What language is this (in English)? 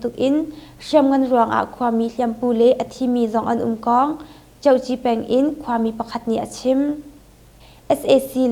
Hakha Chin